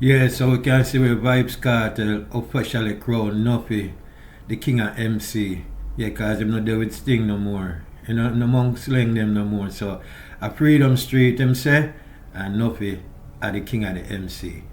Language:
Jamaican Creole English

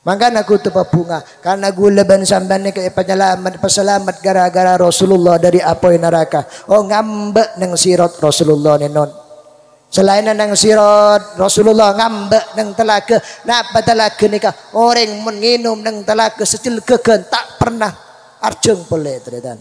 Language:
Madurese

